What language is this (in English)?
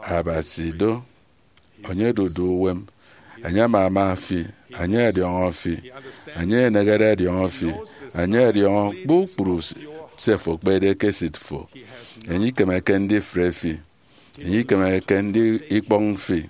Efik